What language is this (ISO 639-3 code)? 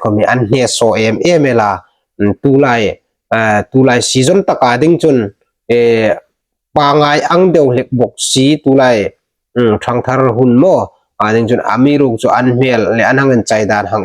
hmr